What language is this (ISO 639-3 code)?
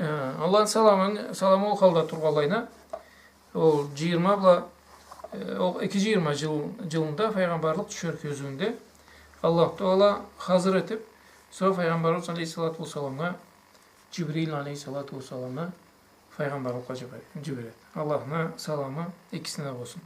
krc